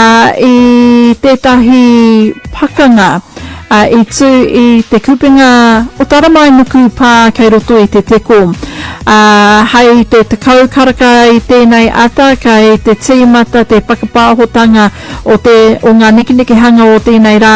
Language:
Māori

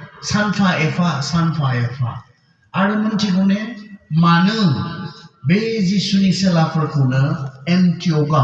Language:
Bodo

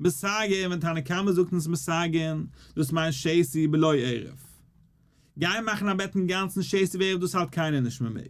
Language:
Yiddish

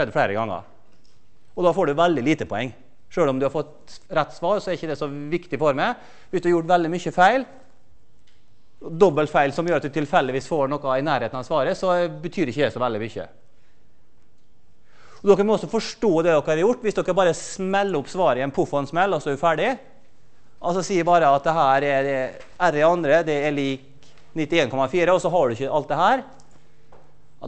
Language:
Norwegian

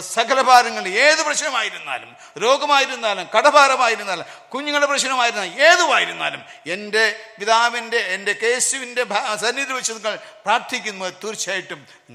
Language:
Malayalam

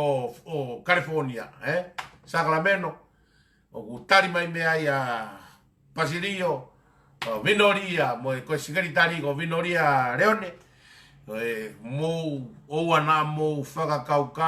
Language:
Tongan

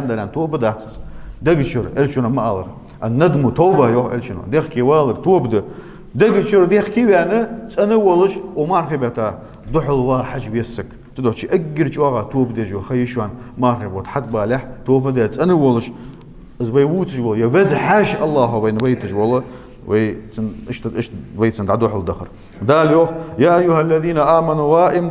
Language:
Ingush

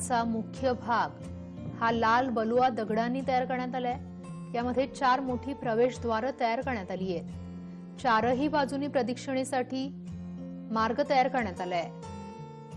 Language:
Marathi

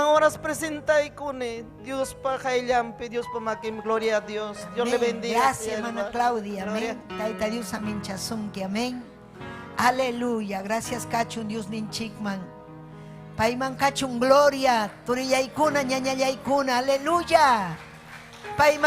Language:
Ayacucho Quechua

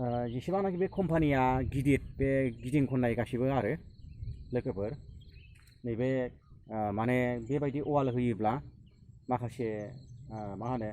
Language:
Bodo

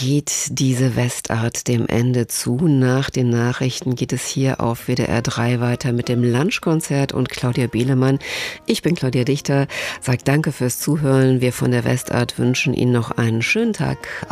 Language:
German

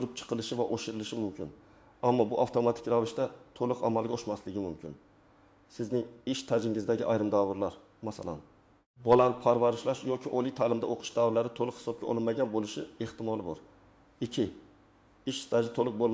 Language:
Uzbek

